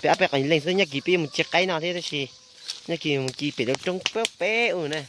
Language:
Hmong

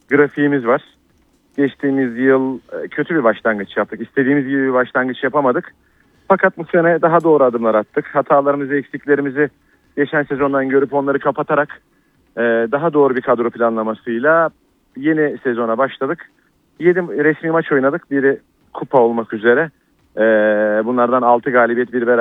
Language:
Turkish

